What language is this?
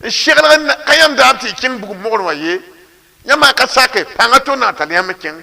Mossi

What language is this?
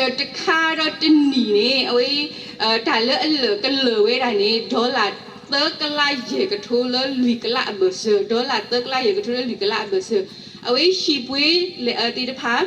S'gaw Karen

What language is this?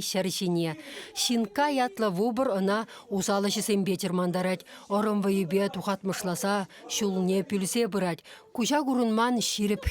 Chuvash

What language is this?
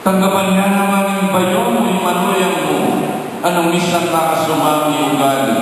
Pampanga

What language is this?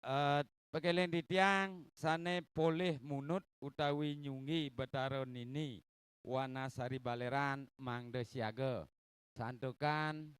Balinese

